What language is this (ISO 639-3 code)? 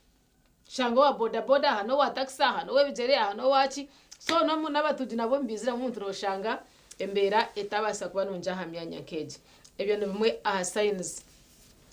nyn